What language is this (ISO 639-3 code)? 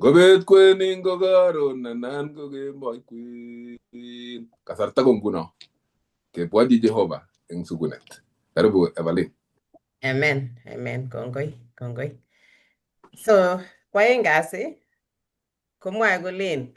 kln